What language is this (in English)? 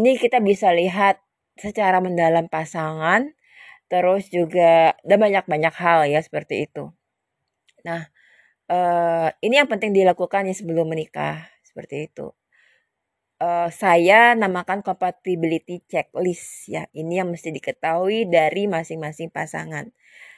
Indonesian